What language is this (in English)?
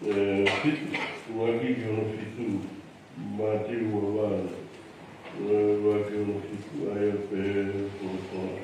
Tongan